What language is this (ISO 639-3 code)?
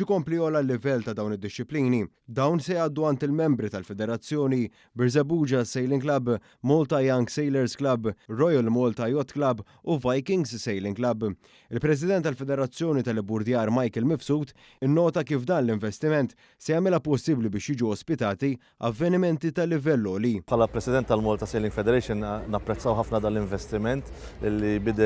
mlt